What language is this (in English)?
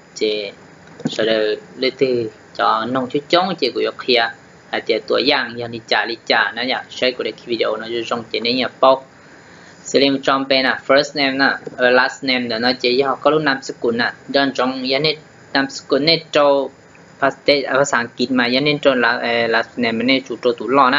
Hmong